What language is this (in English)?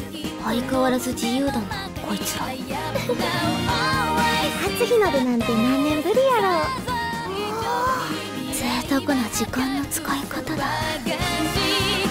Japanese